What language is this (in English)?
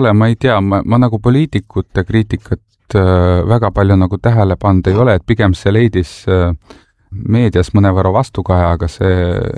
Estonian